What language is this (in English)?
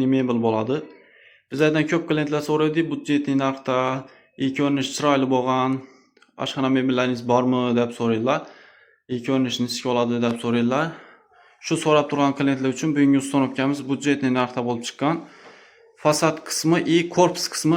Uzbek